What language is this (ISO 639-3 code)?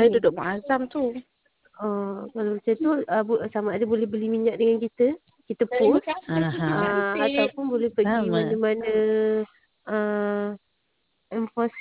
msa